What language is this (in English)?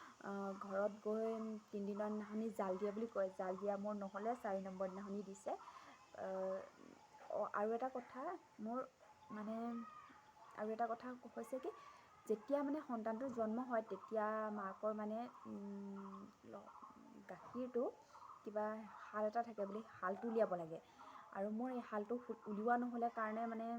Assamese